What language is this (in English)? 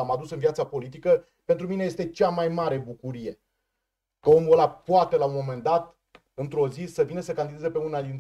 Romanian